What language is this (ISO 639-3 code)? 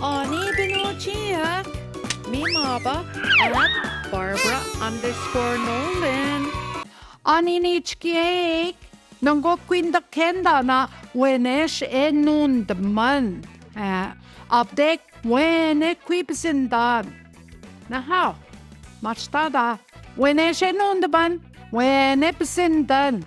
ojc